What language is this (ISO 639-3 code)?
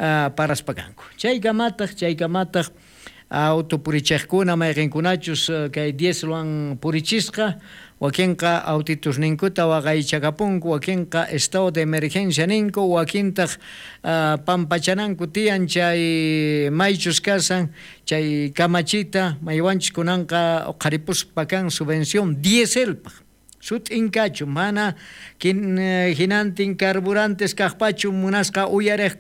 quh